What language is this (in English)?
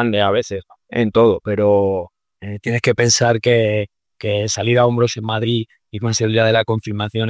Spanish